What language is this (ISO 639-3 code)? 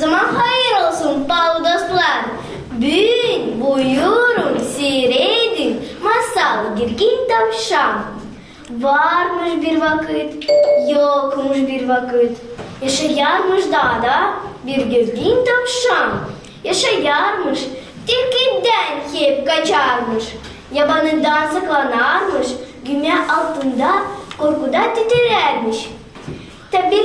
gag